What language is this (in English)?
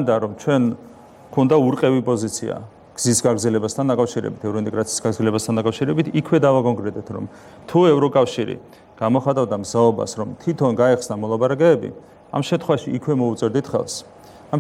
Georgian